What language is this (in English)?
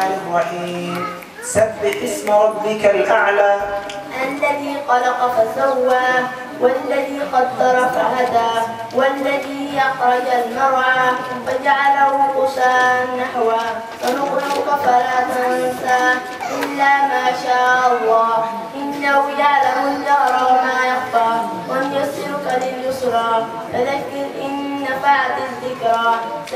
Arabic